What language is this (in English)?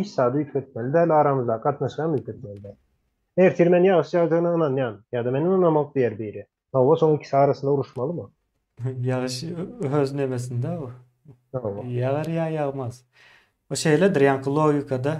Turkmen